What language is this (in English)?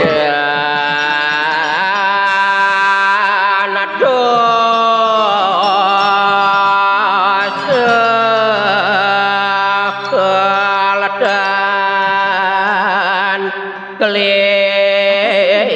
Balinese